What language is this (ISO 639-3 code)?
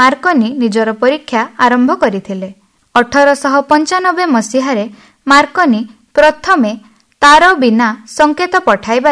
ori